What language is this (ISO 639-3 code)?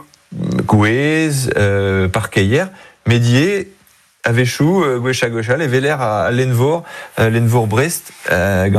bre